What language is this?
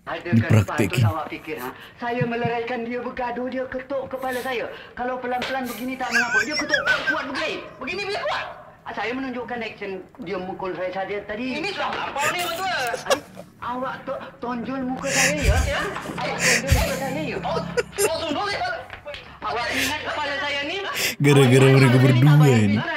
Malay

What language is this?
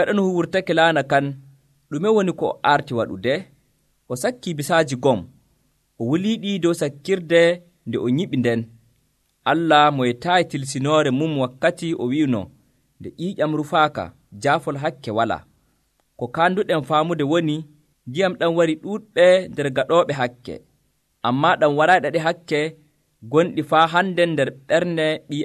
Nigerian Fulfulde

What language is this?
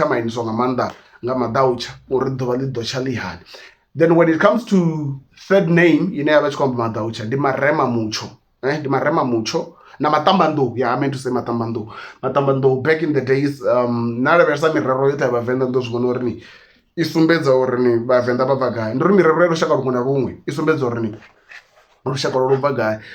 Venda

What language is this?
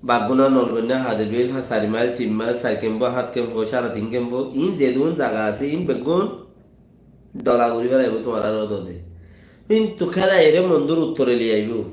Rohingya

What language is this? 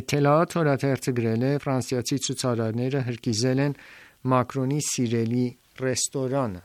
Armenian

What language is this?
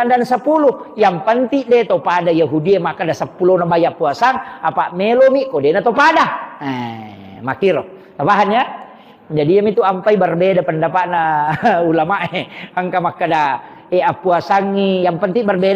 Buginese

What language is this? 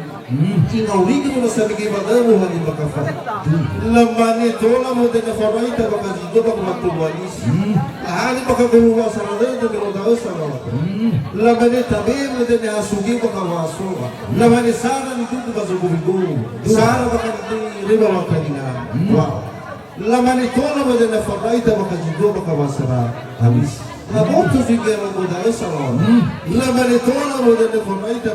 Nias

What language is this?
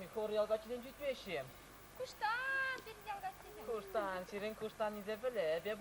Chuvash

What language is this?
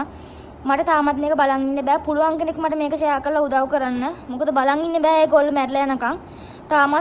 Sinhala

